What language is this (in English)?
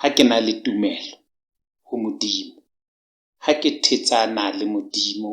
Southern Sotho